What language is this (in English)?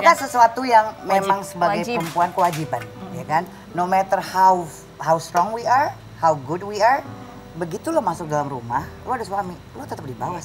Indonesian